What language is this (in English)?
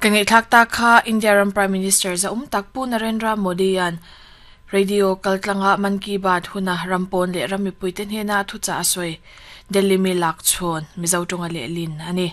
Mizo